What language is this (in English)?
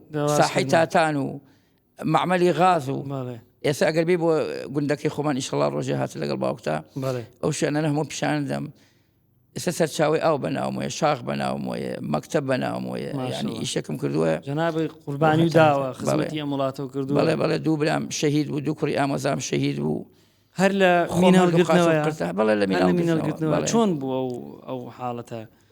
Central Kurdish